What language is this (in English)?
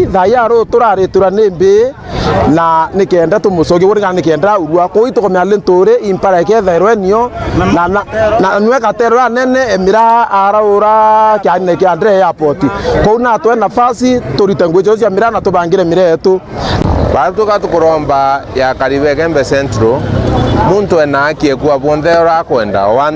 Meru